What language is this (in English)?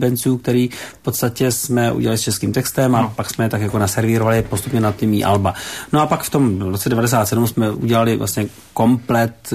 Czech